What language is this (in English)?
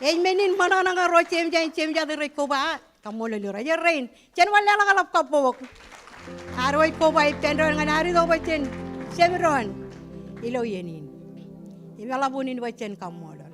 Marshallese